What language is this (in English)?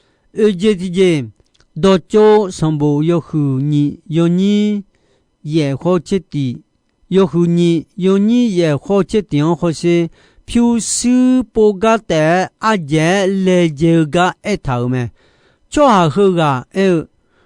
Akha